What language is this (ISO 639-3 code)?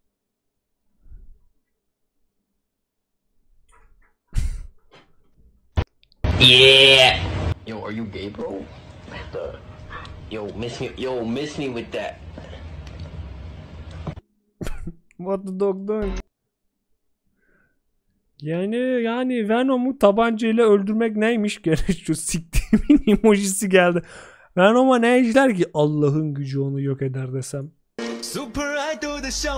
tur